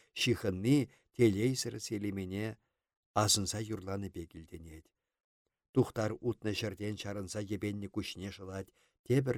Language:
Chuvash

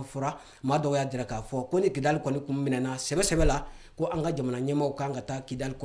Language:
Bambara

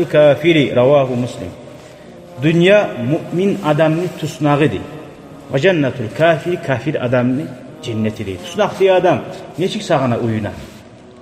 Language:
Kumyk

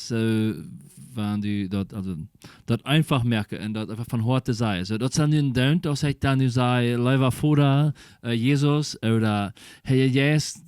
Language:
Plautdietsch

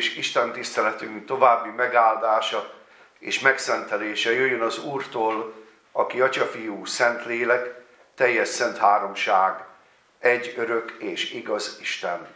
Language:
Hungarian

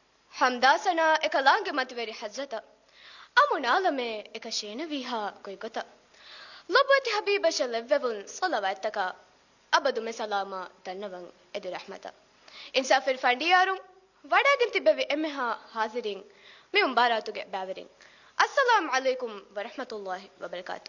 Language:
Divehi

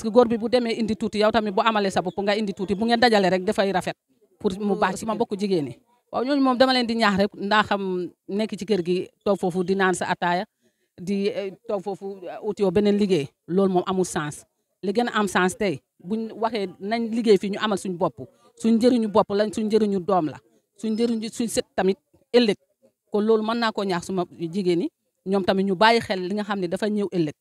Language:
Wolof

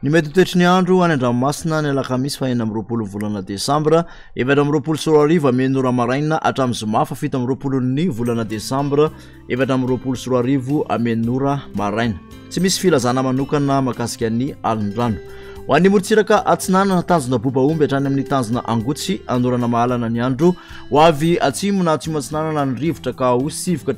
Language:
Malagasy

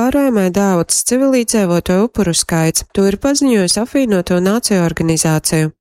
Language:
Latgalian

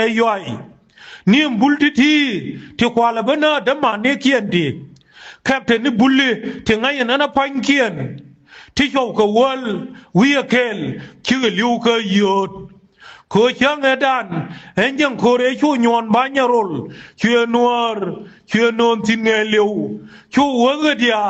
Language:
Nuer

